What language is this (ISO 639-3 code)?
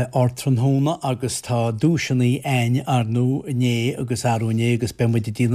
gle